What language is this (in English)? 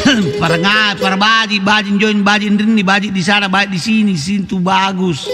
Makasar